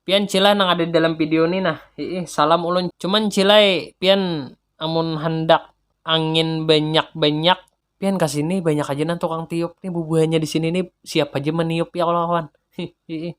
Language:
Banjar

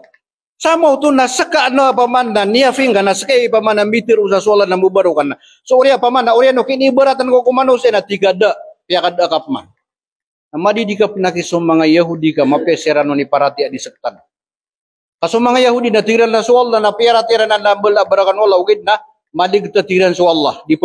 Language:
Maranao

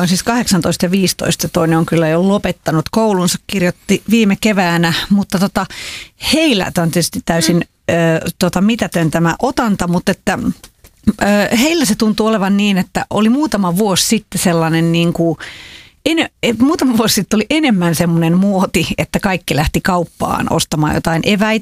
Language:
Finnish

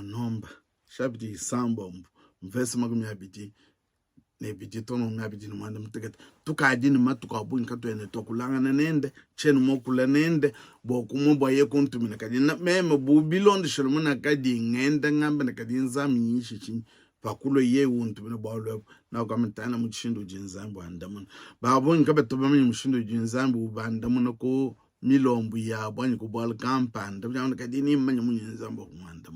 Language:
Luba-Lulua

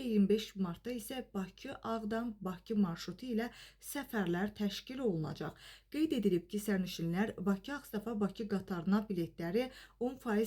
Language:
Azerbaijani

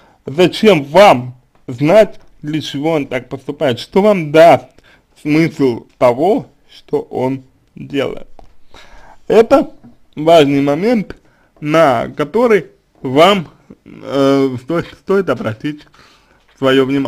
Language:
Russian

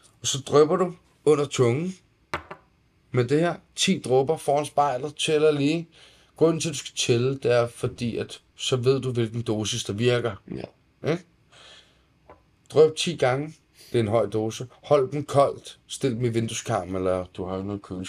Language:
Danish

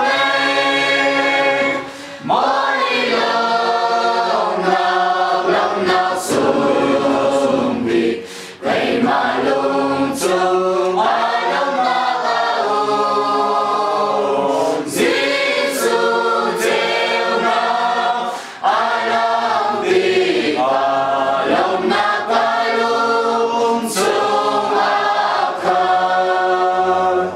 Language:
Hakha Chin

